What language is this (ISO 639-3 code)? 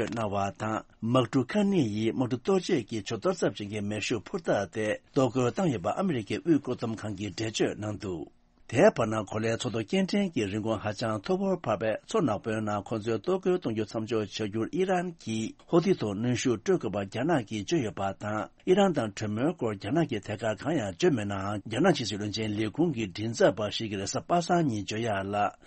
bod